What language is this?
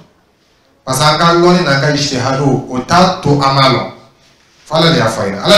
Dyula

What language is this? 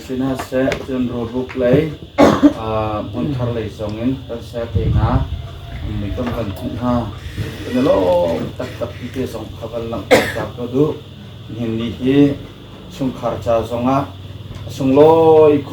Hakha Chin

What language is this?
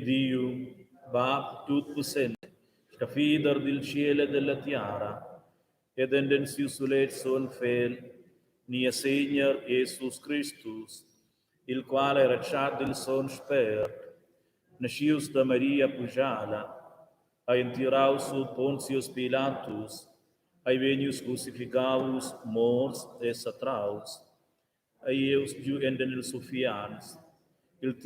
Romansh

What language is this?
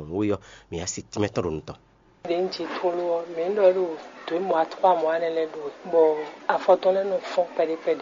Fon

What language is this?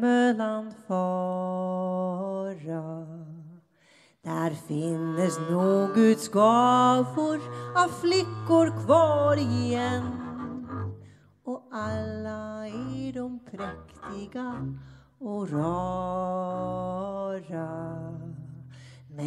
Swedish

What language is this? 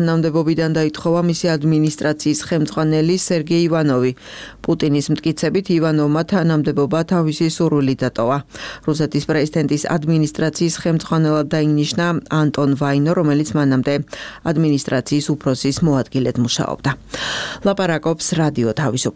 Georgian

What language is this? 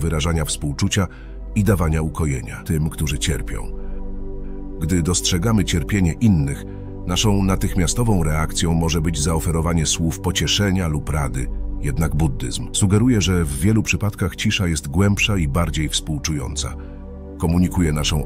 Polish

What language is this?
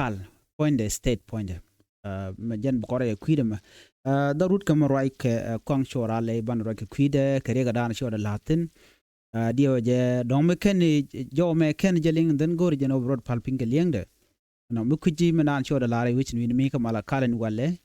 Nuer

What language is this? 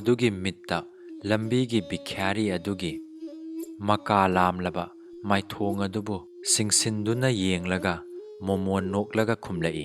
Manipuri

